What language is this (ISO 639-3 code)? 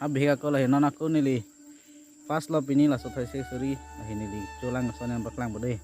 mjw